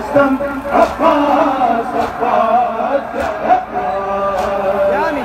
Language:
Urdu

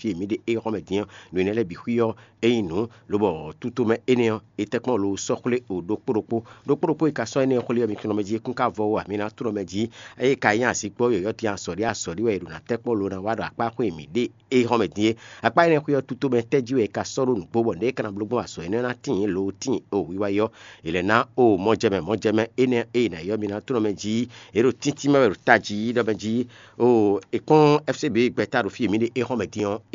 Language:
Fon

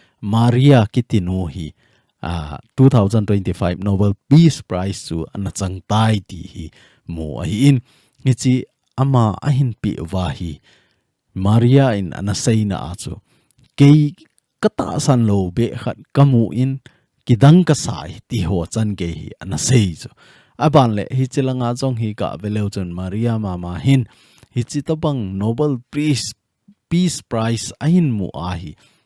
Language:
Thado Chin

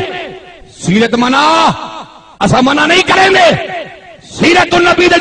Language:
Saraiki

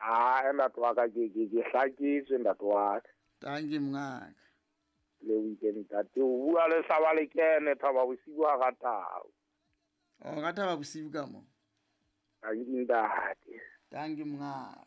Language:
Southern Sotho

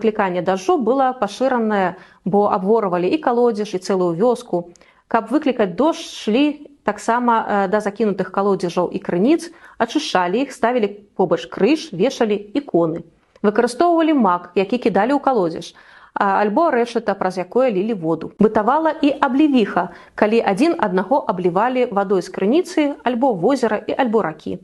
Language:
Belarusian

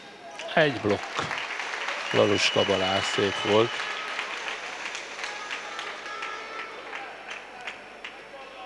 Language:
Hungarian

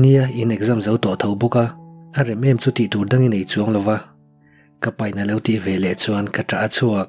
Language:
Mizo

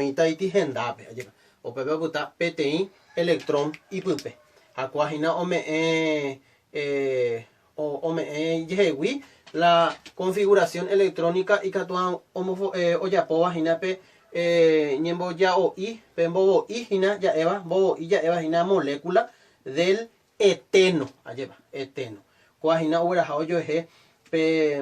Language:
Guarani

